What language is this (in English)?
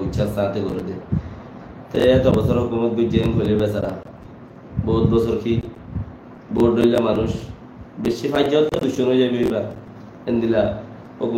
Rohingya